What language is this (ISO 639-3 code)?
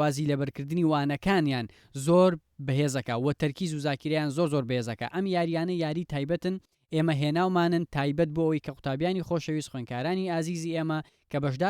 ckb